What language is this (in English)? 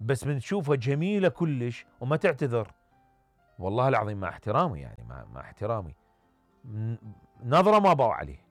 Mesopotamian Arabic